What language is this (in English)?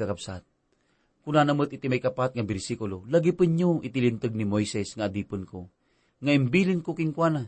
Iloko